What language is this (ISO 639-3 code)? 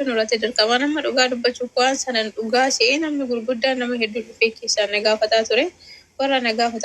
orm